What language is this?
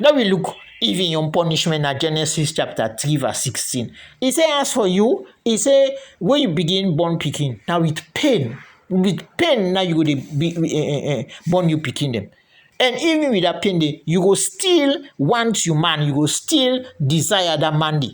Krio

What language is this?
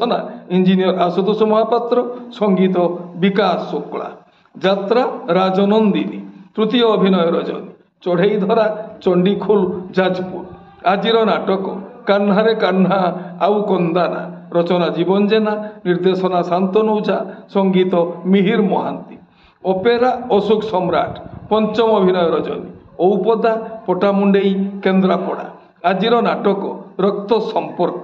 Odia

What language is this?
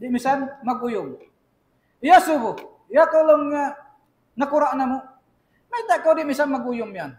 Tausug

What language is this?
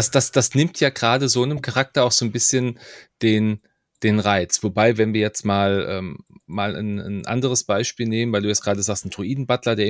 German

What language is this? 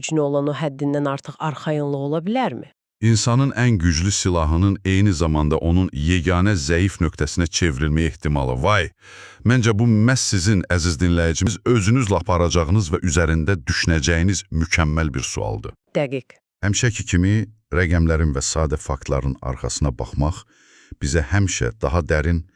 Azerbaijani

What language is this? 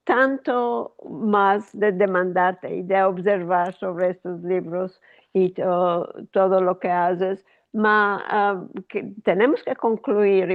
Ladino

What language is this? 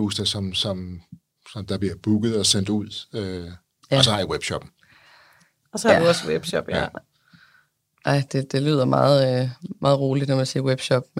Danish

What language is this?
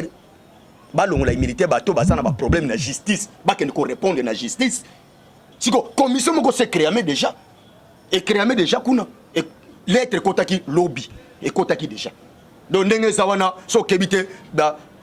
Lingala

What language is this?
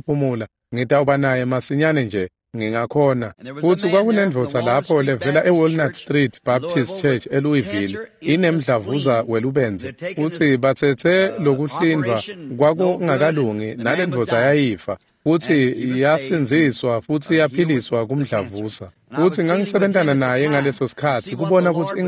Swati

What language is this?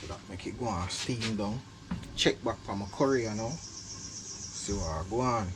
Jamaican Creole English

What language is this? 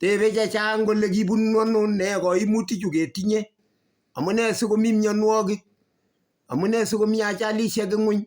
Kalenjin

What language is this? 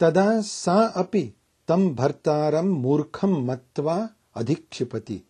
Sanskrit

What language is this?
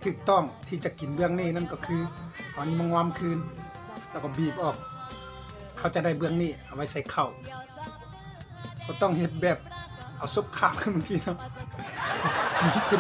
Lao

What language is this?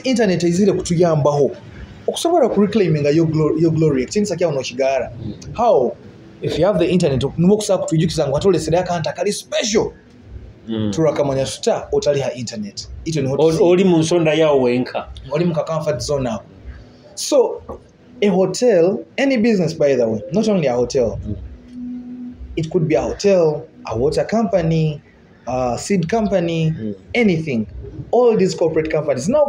Nyoro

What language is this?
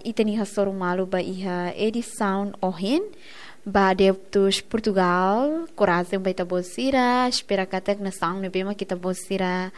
Tetum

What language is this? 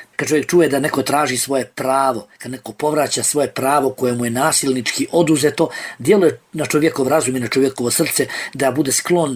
Bosnian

